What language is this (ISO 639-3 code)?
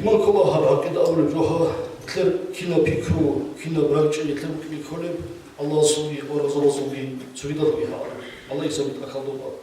ava